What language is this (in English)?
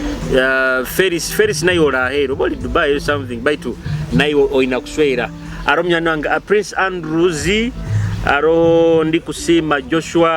Nyoro